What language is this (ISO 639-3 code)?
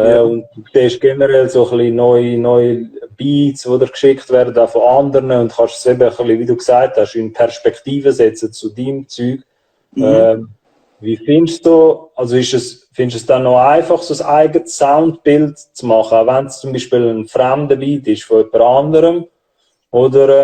gsw